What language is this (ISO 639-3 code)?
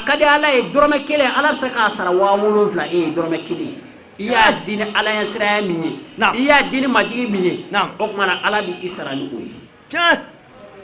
bam